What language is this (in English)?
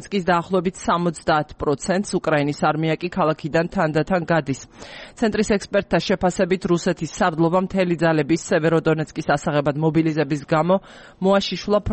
Georgian